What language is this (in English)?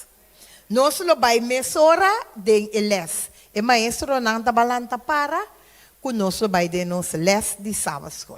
Papiamento